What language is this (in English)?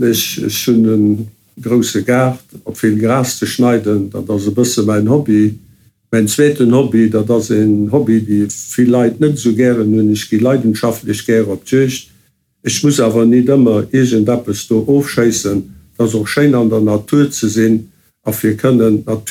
Luxembourgish